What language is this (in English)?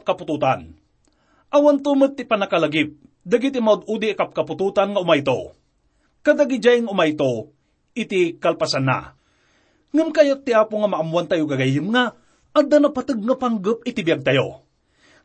Iloko